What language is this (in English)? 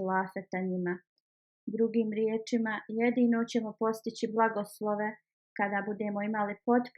Bosnian